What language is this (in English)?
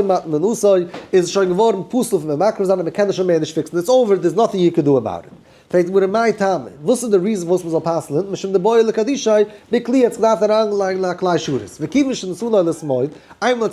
Yiddish